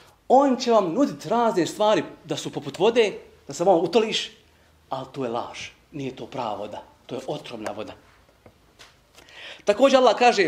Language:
Bosnian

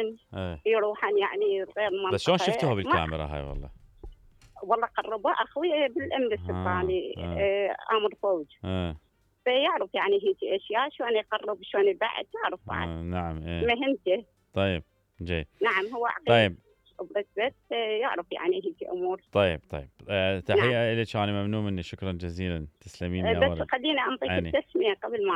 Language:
Mesopotamian Arabic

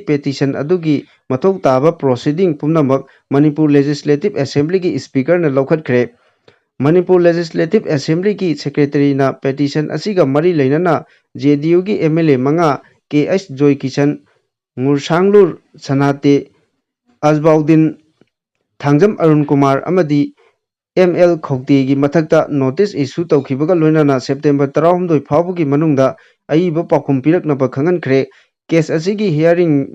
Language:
Manipuri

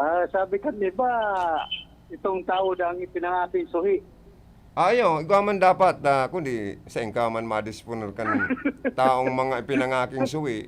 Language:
Bikol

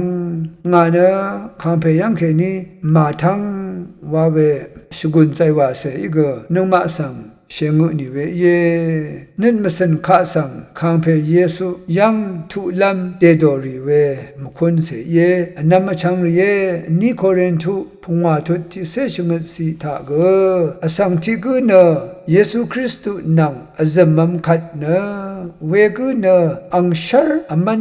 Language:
Rawang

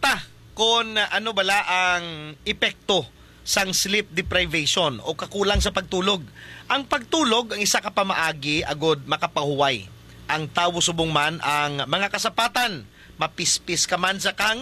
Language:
Hiligaynon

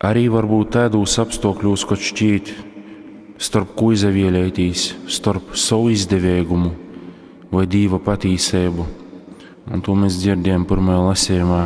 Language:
Latgalian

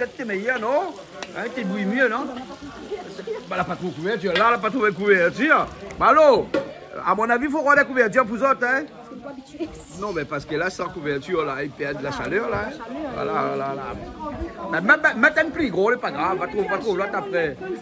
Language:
Réunion Creole French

